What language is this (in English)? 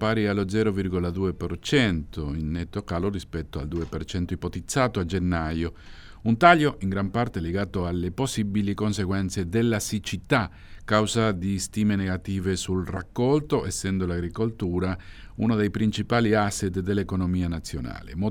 Italian